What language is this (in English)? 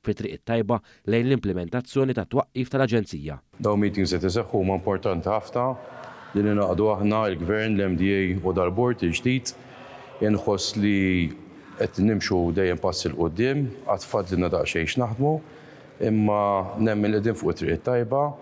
Maltese